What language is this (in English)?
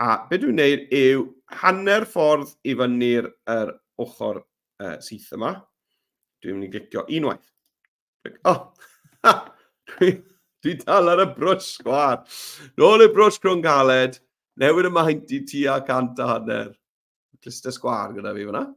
Welsh